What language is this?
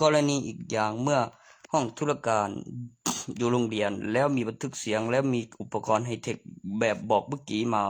Lao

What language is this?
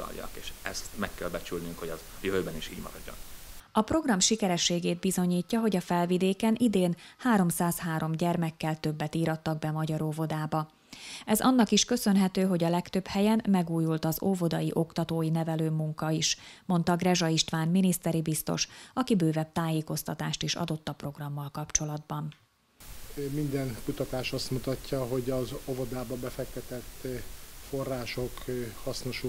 Hungarian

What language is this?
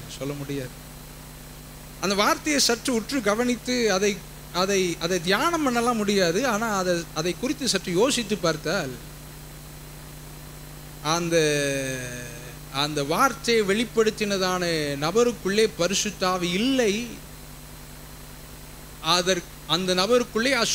Tamil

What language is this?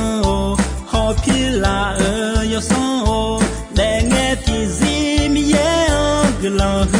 Akha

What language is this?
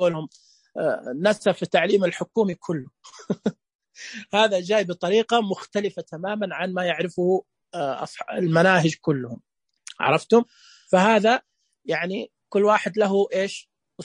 Najdi Arabic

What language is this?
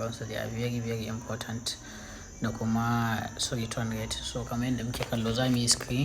Hausa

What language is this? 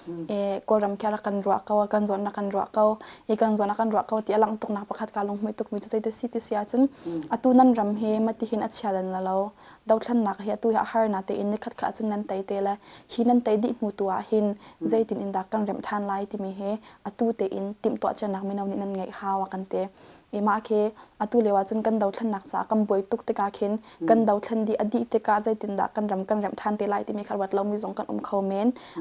Hakha Chin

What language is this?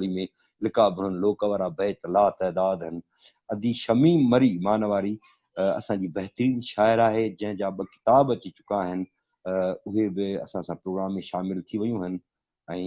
Sindhi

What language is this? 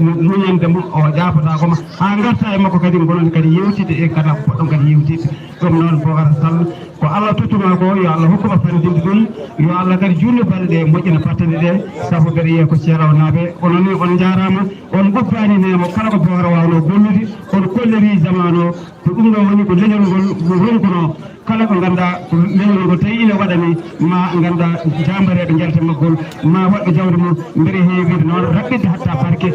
Fula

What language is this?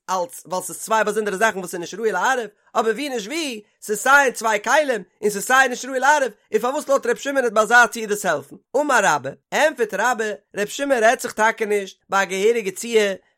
Yiddish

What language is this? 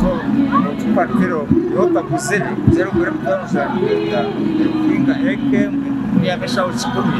Nyankole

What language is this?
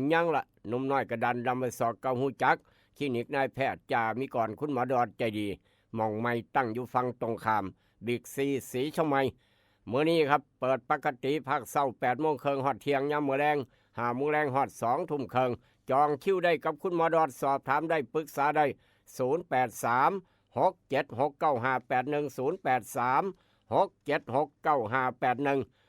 Northeastern Thai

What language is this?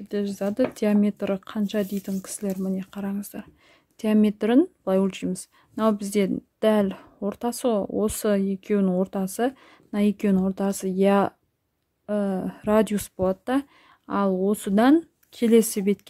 Kazakh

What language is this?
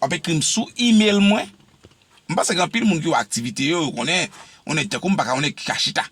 Haitian Creole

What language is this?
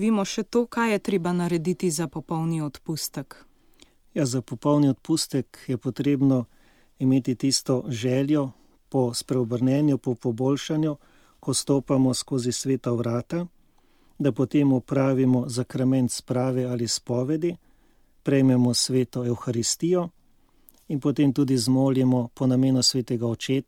Slovenian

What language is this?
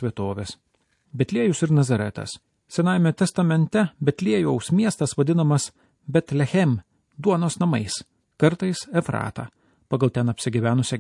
Lithuanian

